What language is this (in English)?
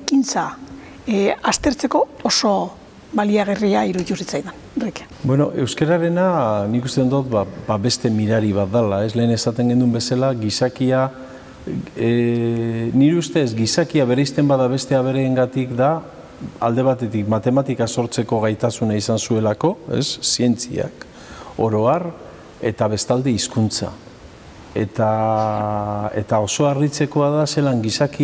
Basque